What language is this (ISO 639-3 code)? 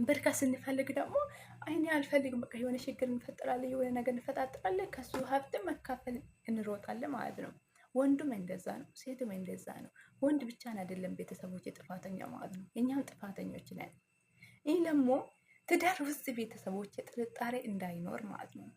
amh